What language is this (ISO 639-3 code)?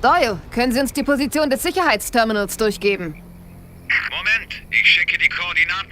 bar